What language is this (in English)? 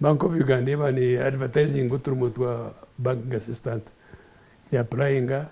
Nyankole